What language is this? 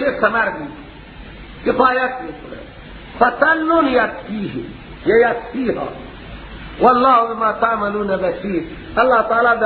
Persian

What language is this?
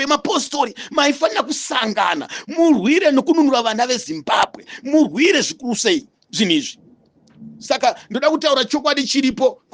Shona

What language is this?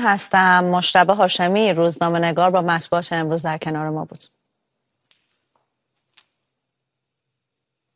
Persian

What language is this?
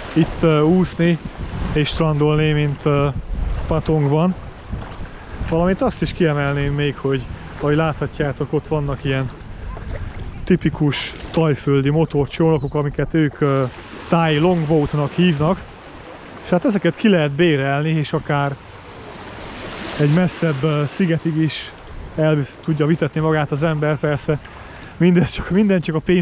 Hungarian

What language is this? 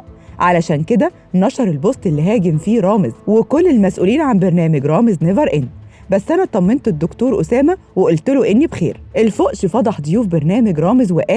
Egyptian Arabic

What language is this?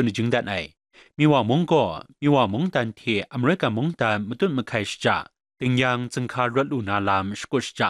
Kachin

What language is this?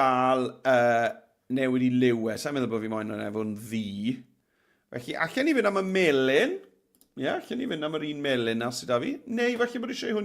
Welsh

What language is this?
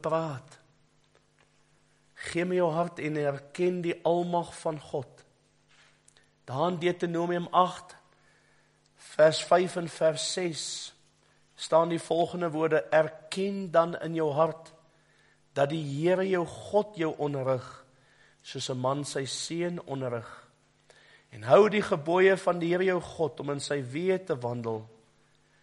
Afrikaans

